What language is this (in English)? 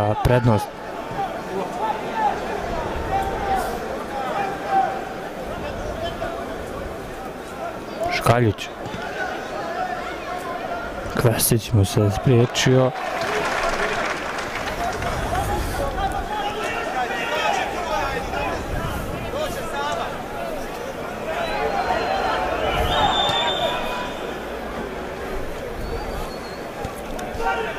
Croatian